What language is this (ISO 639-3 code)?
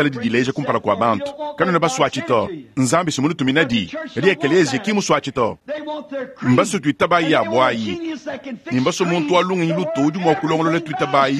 lua